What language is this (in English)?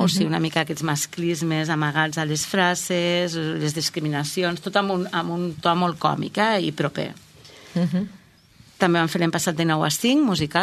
Catalan